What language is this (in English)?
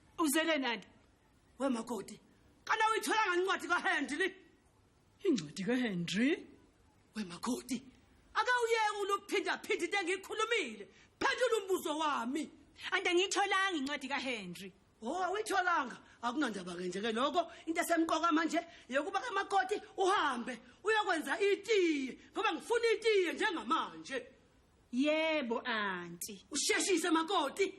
Zulu